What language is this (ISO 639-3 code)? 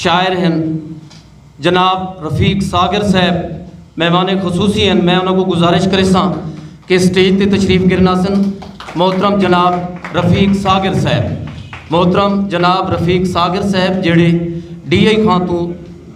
skr